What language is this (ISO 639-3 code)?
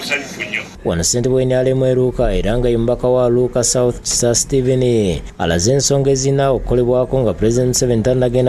lug